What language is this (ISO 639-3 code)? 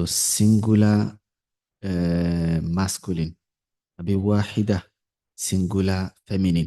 yor